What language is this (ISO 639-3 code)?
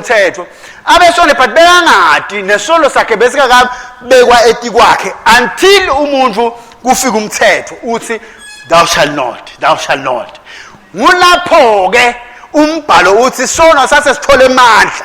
ssw